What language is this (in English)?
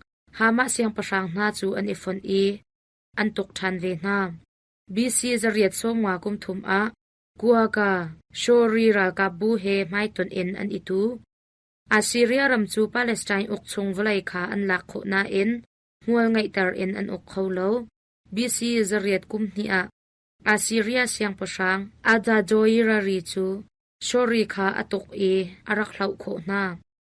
Hakha Chin